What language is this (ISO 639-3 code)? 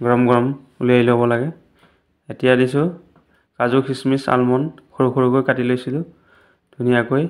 asm